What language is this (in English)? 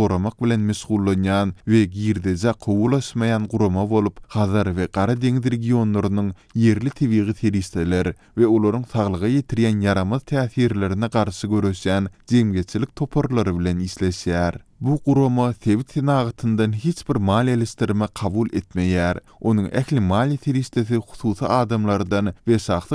Turkmen